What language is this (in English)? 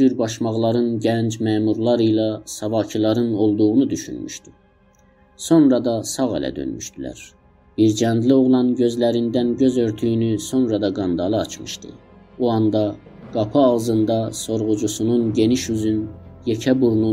South Azerbaijani